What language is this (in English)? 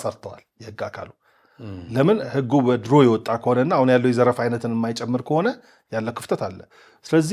Amharic